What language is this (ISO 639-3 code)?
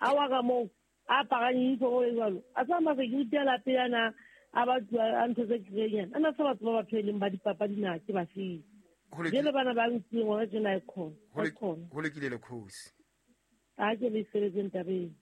sot